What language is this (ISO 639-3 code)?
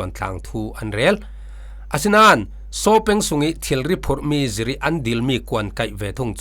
cfm